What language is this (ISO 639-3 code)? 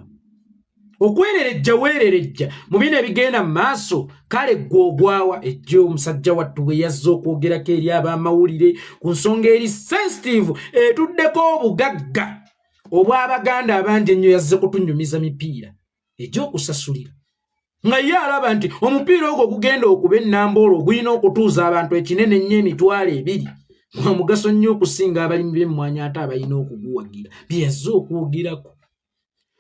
lug